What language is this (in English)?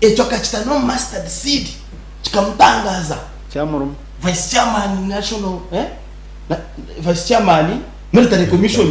Nyankole